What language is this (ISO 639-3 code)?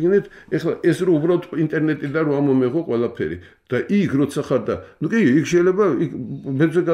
kat